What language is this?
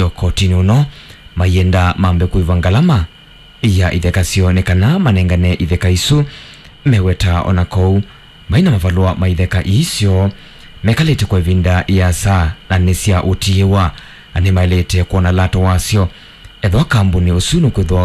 Kamba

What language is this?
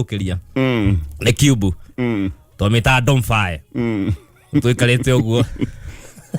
Kikuyu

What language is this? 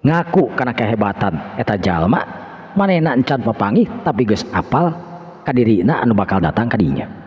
Sundanese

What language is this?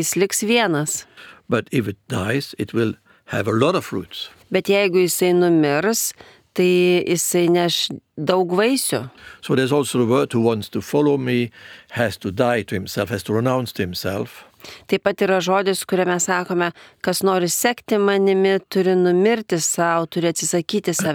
Lithuanian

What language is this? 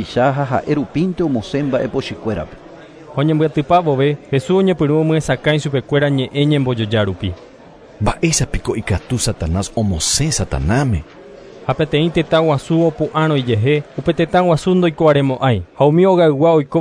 Guarani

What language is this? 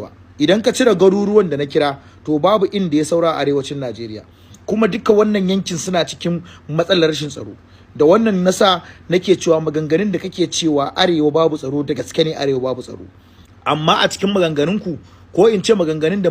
Hausa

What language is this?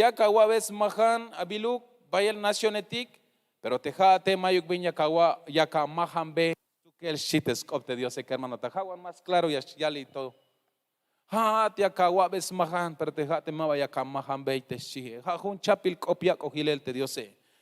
Tzeltal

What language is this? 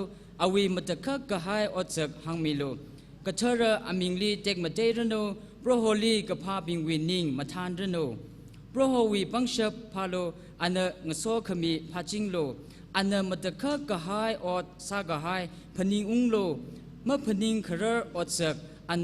Tangkhul Naga (India)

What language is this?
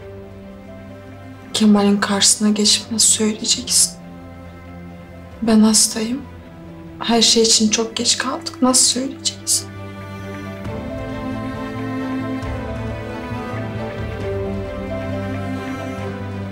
Turkish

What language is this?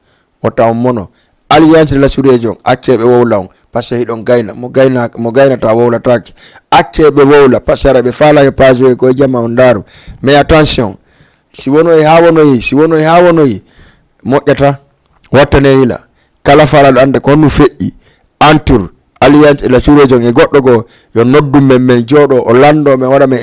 Fula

